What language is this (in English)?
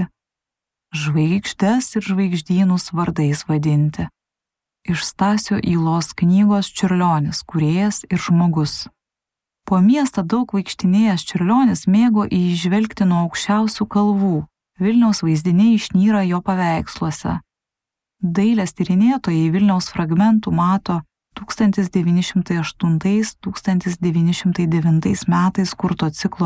Lithuanian